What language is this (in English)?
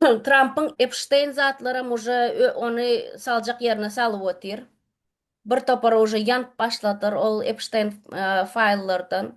Turkmen